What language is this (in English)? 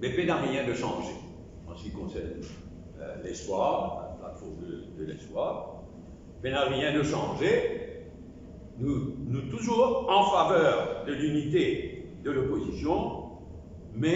Morisyen